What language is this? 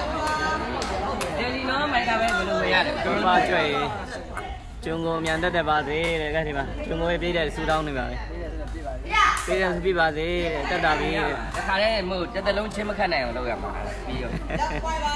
Burmese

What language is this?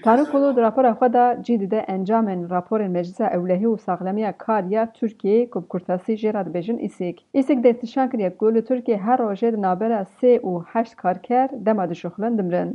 Kurdish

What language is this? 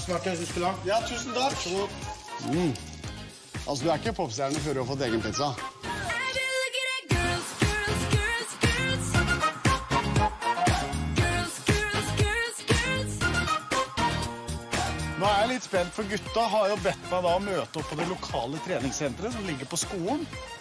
Norwegian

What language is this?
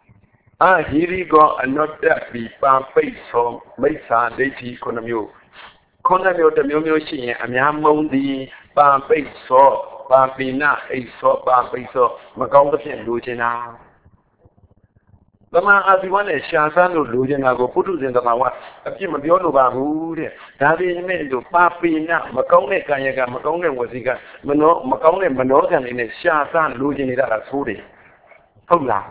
Burmese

